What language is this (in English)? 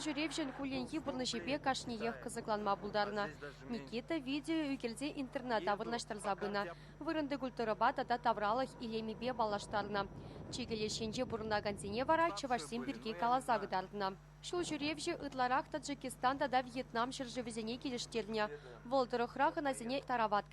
Chuvash